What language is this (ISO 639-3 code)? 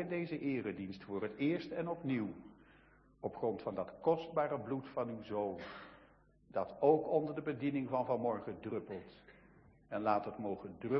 nld